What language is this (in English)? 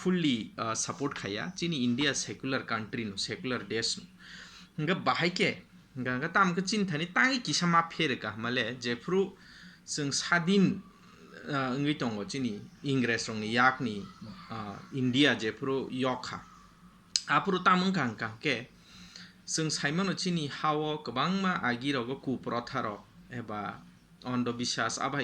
Kok Borok